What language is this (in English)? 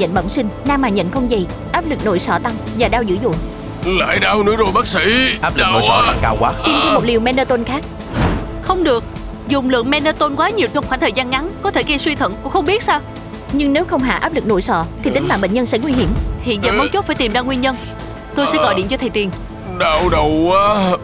Vietnamese